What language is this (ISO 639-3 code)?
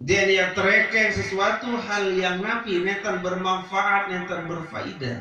sas